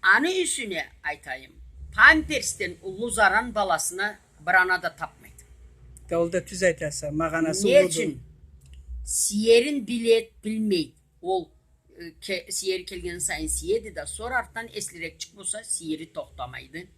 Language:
Karachay-Balkar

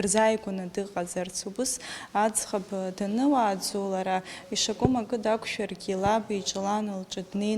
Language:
Abkhazian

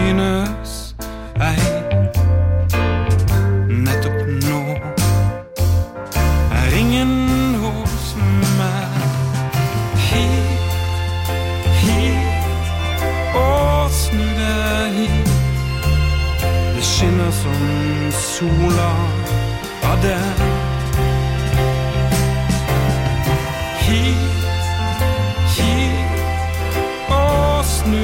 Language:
Norwegian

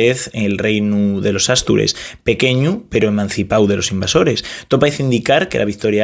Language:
Asturian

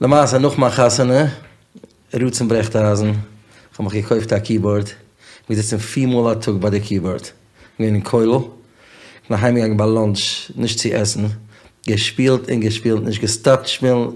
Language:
Yiddish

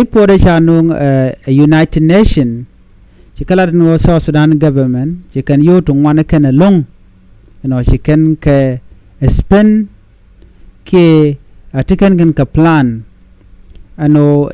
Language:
Nuer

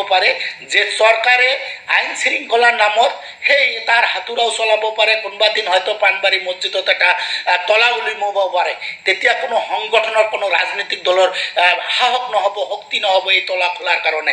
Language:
Assamese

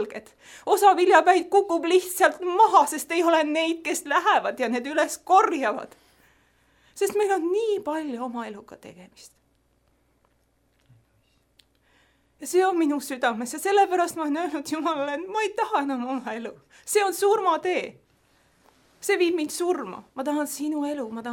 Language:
Estonian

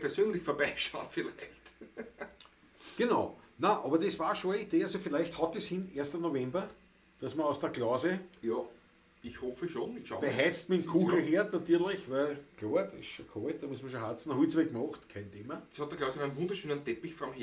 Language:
Bavarian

